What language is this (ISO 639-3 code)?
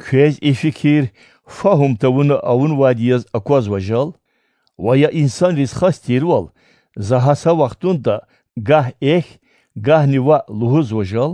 lez